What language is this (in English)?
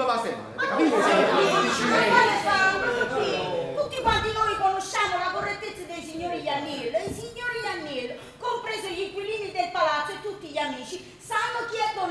Neapolitan